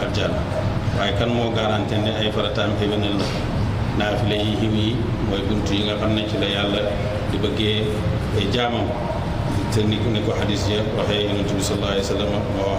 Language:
Wolof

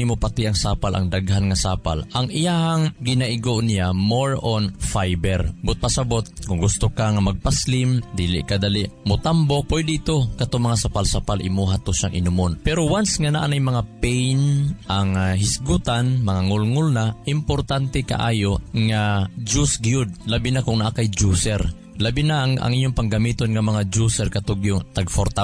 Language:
Cebuano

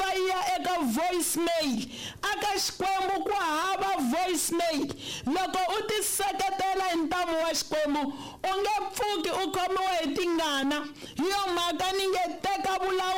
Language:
Tsonga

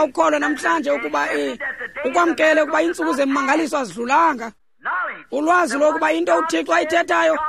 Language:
Xhosa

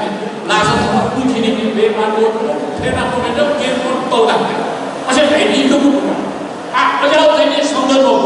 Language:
Newari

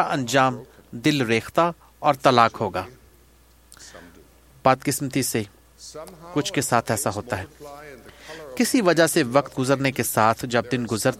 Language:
Urdu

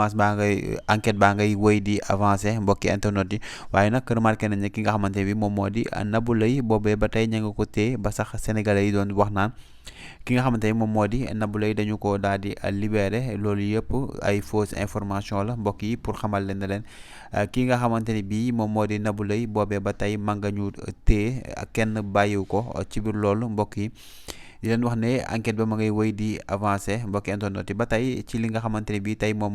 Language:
Wolof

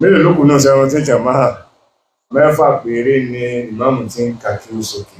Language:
Yoruba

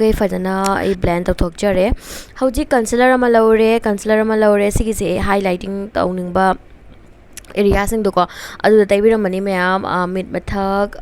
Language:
Manipuri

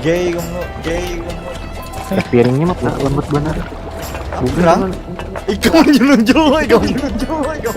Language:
Banjar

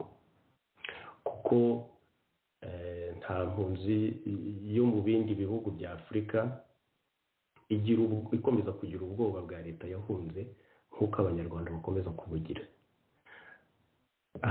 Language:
Kinyarwanda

